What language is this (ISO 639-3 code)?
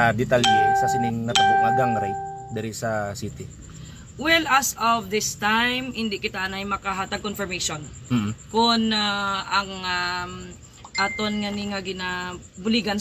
hil